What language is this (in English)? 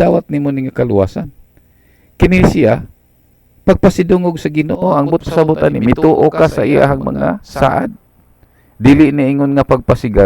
Cebuano